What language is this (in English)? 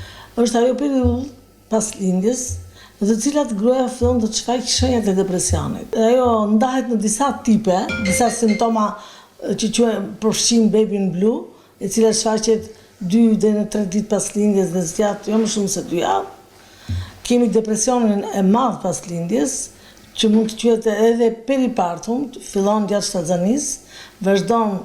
Albanian